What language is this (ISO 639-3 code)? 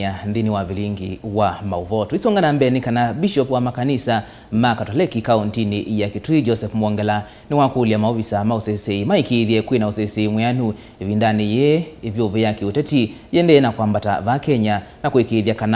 kam